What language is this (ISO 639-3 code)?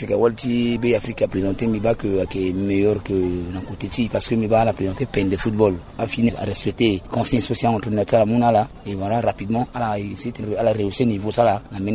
sag